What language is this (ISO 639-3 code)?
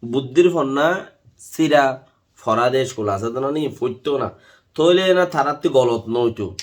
rhg